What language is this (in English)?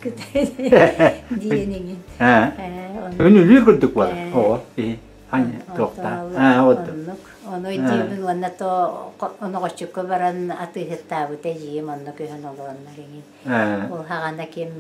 Yakut